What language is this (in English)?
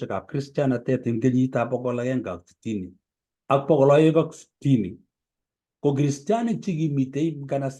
Kalenjin